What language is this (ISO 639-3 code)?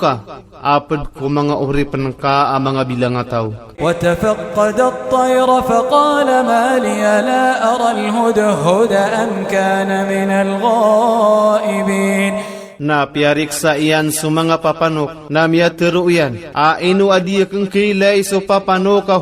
mrw